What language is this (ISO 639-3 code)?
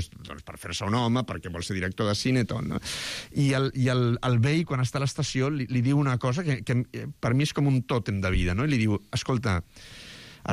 cat